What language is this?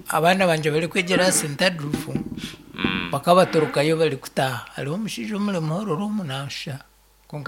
Nyankole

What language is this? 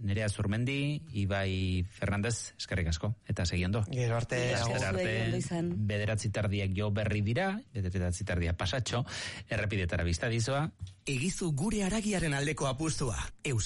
Basque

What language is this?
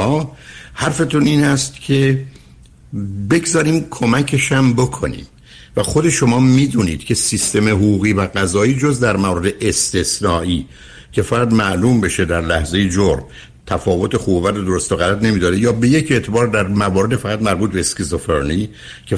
Persian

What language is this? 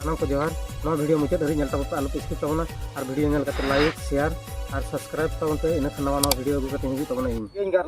Santali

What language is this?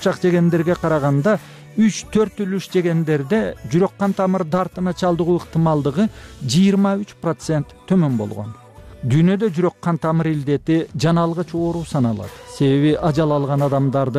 Kyrgyz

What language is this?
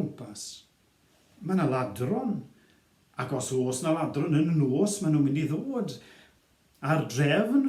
Welsh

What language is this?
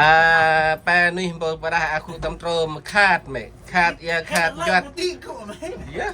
Central Mnong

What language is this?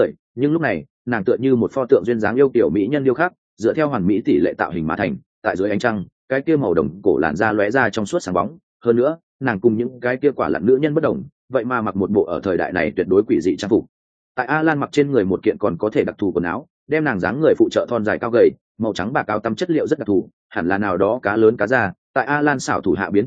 Vietnamese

